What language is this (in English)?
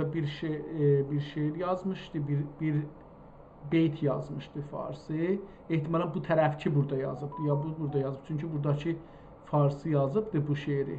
South Azerbaijani